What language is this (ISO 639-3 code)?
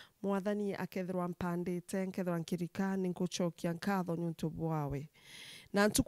mer